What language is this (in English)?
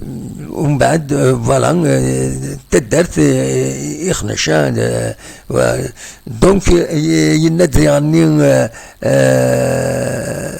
Kabyle